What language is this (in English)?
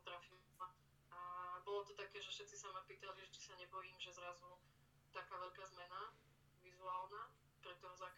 Slovak